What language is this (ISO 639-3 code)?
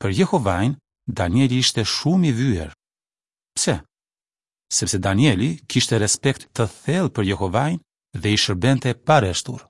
sqi